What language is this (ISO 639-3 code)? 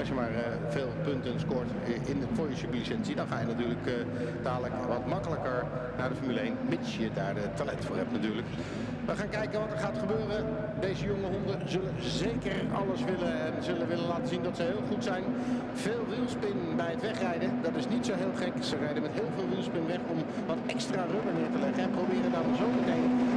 nld